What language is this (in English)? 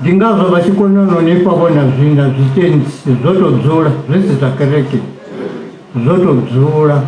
Venda